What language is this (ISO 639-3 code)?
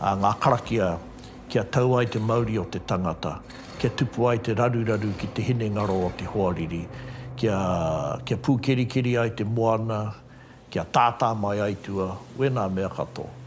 mri